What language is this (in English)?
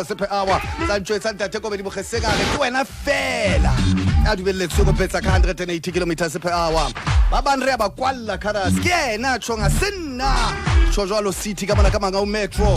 Southern Sotho